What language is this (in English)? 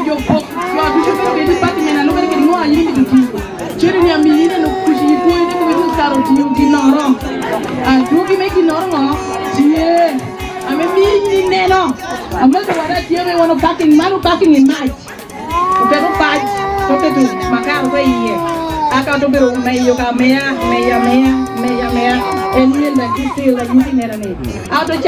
Lango (Uganda)